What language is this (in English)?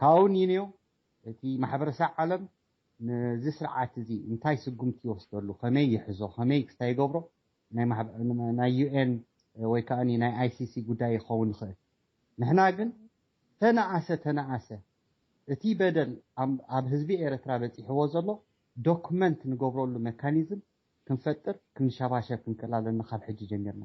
Tigrinya